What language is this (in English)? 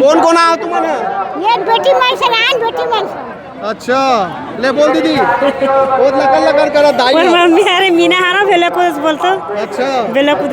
Chhattisgarhi